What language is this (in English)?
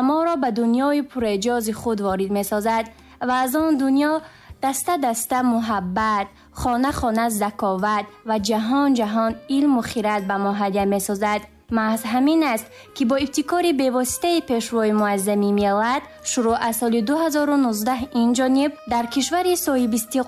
Tajik